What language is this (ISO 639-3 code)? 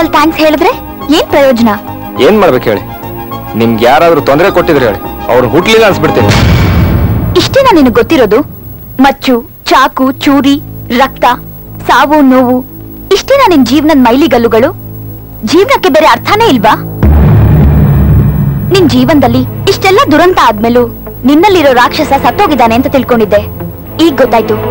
kan